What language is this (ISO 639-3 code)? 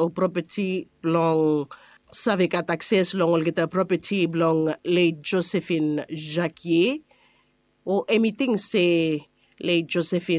bis